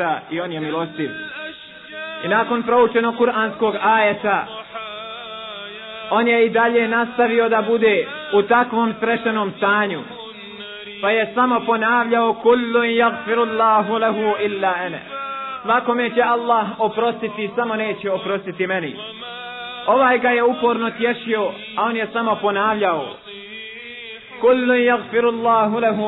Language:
Bosnian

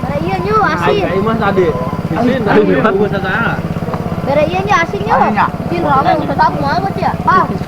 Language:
Sundanese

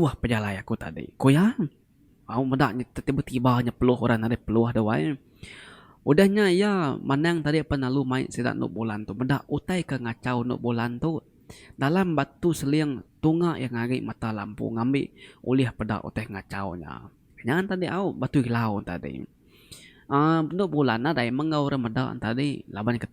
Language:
Iban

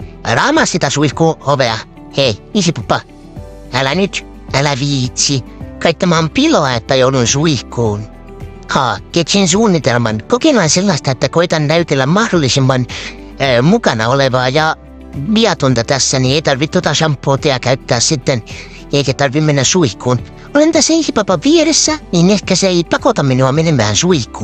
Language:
Finnish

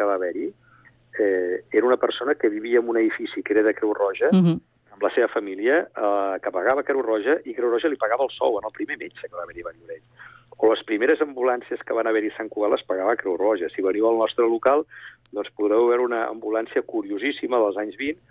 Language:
Catalan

